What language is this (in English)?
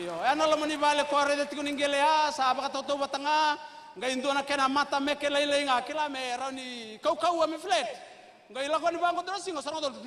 Fijian